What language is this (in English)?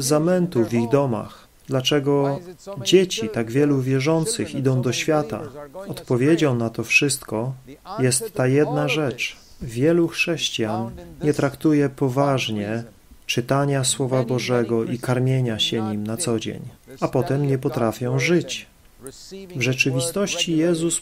Polish